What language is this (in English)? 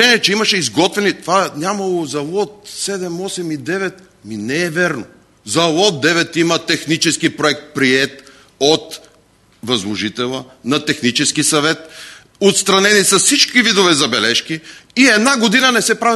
Bulgarian